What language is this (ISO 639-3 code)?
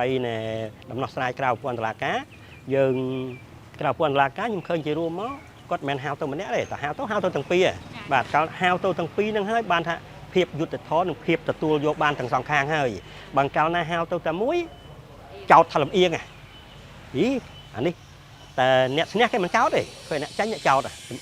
khm